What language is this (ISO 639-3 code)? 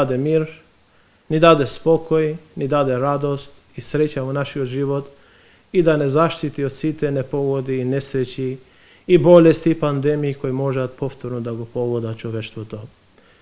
mkd